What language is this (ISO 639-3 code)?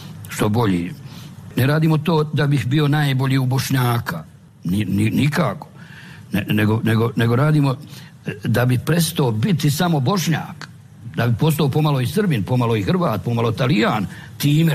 bos